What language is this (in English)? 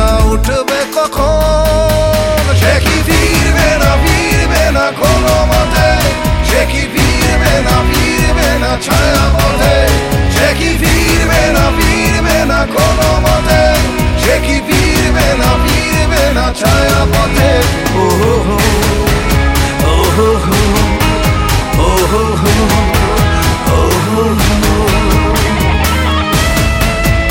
Bangla